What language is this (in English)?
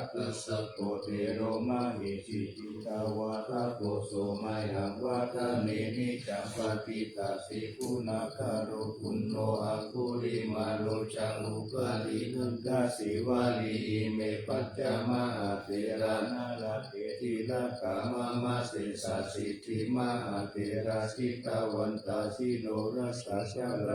Pali